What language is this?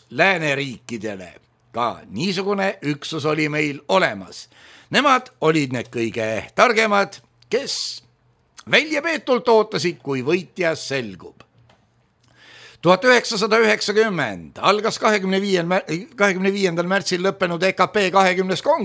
Estonian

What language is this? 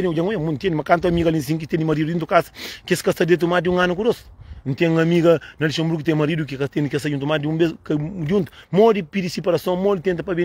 Kabuverdianu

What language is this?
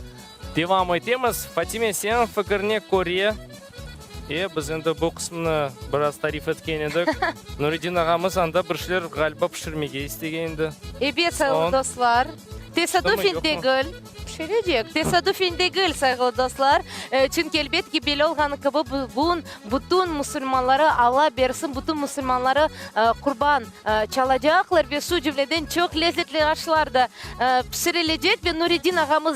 Crimean Tatar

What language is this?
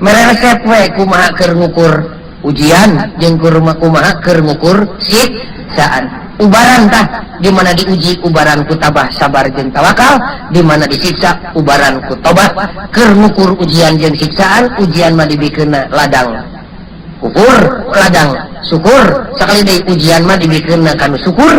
Sundanese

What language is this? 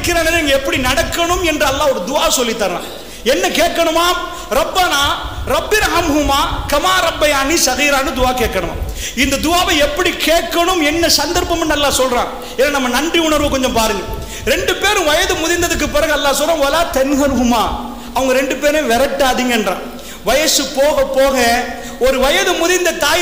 Tamil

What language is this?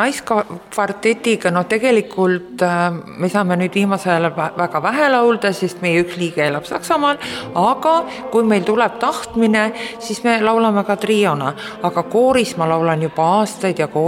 Estonian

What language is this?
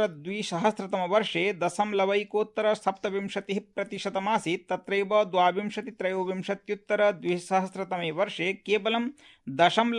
Sanskrit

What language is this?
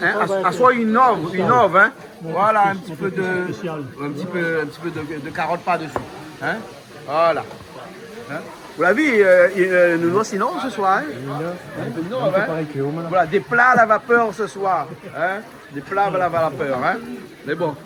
Réunion Creole French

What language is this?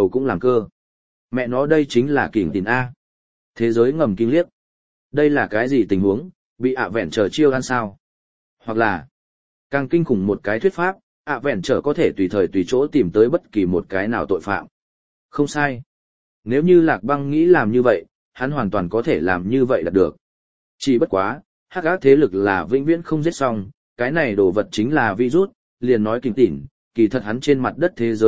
Vietnamese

